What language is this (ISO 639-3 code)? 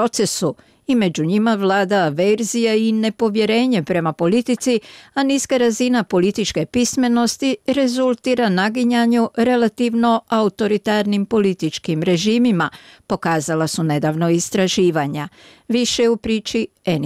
bos